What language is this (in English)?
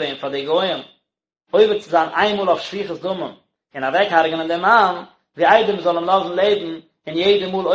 Yiddish